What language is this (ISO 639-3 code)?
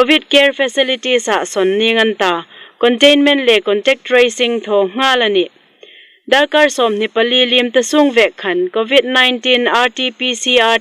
hmr